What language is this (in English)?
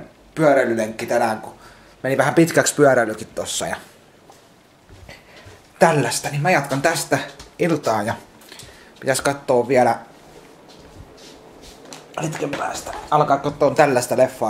Finnish